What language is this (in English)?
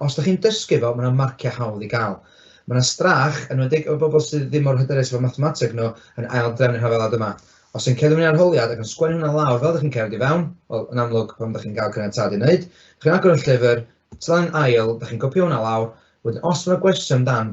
Welsh